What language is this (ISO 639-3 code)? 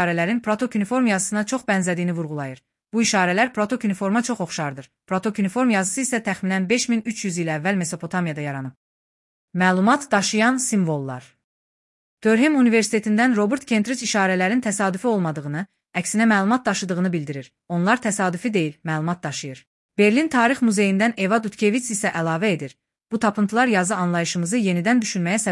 aze